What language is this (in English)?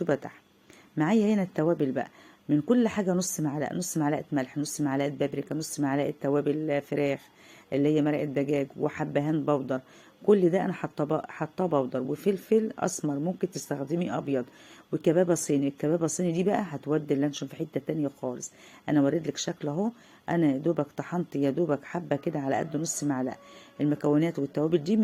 Egyptian Arabic